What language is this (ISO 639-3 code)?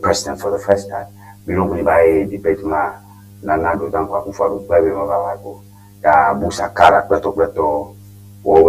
ewe